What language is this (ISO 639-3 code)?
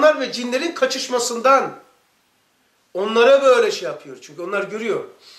tur